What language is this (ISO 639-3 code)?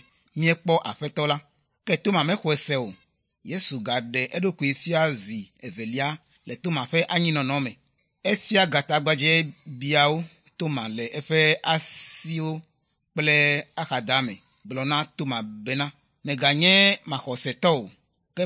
ewe